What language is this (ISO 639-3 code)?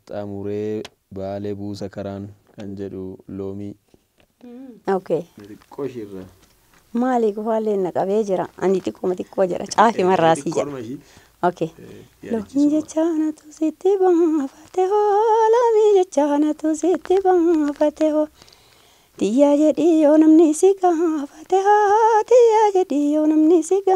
orm